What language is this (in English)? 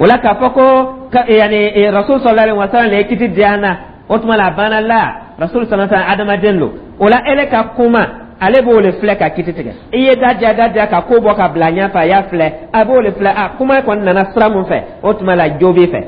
Dyula